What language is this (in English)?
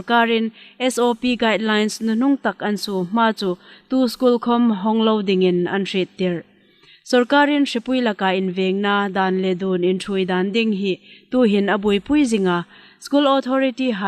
Hmar